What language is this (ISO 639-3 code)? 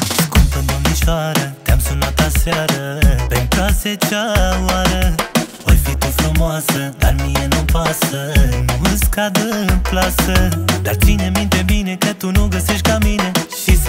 ron